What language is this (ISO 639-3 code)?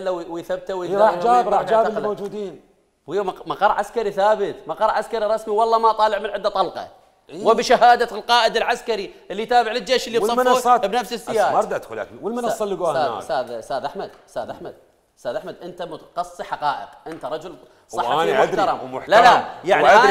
acm